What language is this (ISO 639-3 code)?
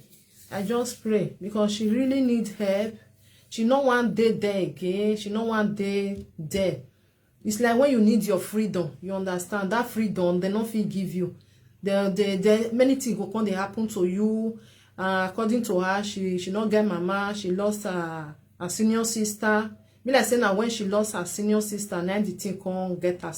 pcm